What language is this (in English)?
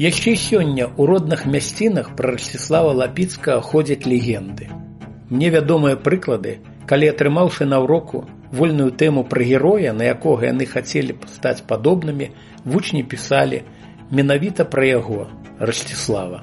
Belarusian